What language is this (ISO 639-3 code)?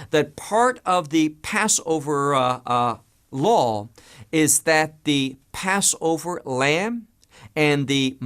eng